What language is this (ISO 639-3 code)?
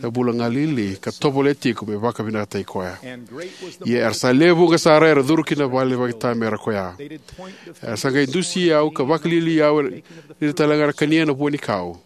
fij